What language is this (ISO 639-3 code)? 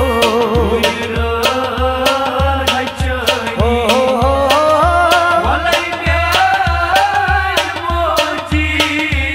kas